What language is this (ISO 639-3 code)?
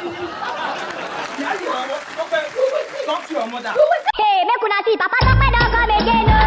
pcm